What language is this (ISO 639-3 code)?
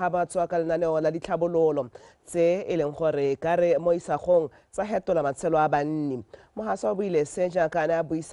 tsn